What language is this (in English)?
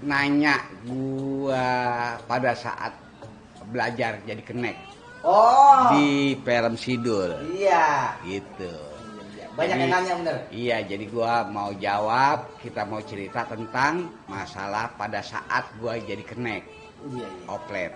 Betawi